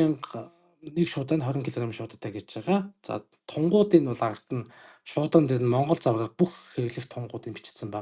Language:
Mongolian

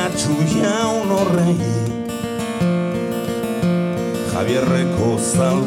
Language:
Basque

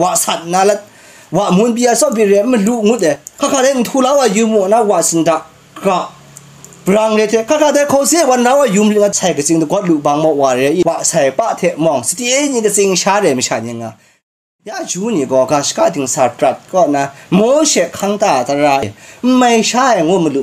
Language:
Kachin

